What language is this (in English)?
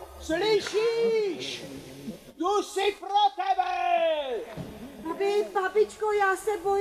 Czech